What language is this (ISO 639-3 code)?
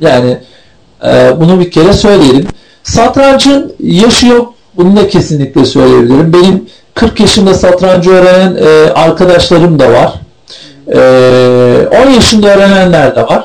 tur